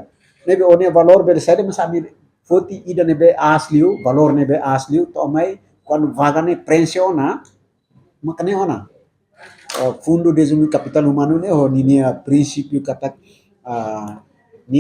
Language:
Tetum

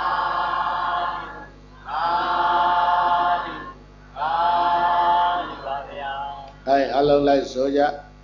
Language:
Burmese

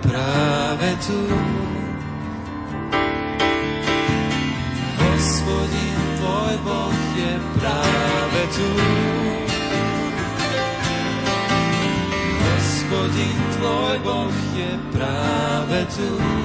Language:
Slovak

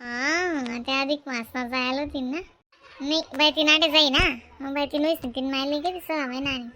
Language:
Khandesi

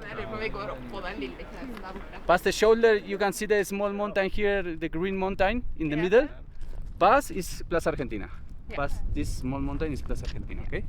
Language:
Faroese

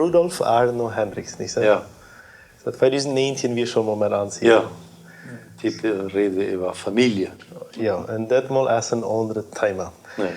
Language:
Plautdietsch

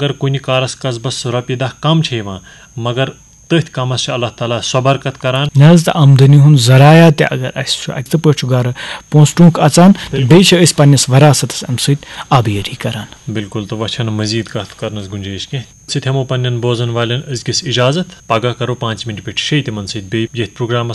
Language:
Kashmiri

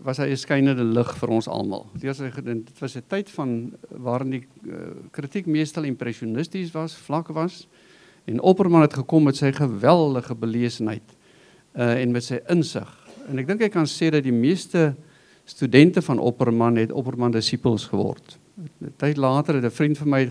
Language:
Afrikaans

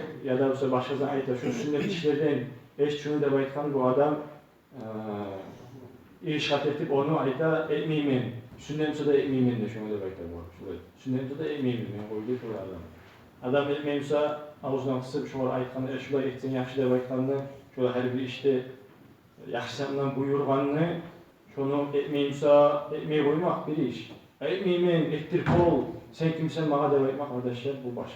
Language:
Kumyk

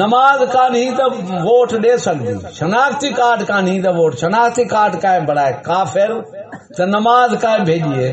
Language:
Saraiki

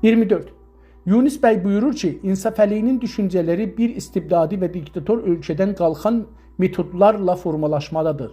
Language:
South Azerbaijani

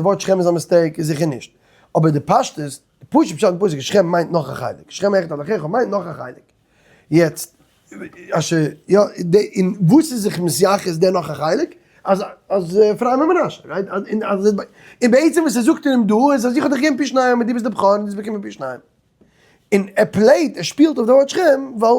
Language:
Yiddish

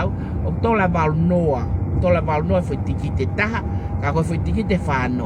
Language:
Tongan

